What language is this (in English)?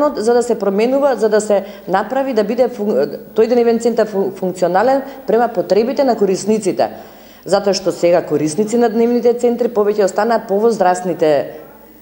Macedonian